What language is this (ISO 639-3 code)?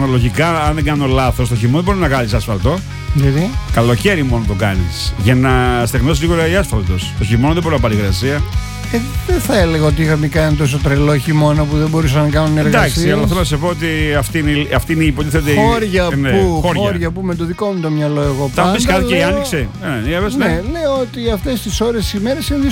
ell